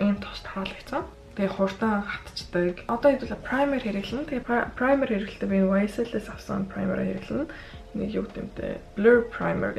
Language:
Mongolian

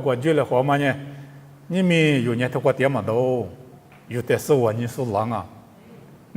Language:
Lisu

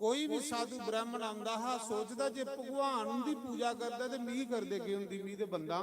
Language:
Dogri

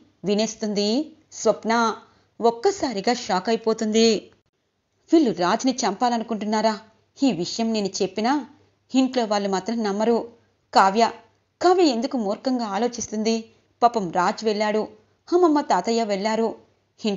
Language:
Telugu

